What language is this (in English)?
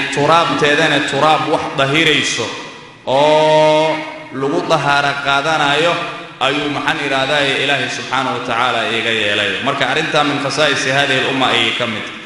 Somali